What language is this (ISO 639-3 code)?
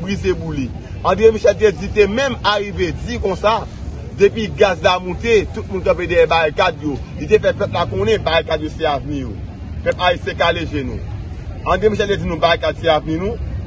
hat